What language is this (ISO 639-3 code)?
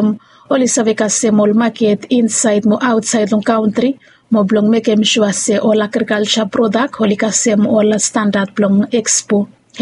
bis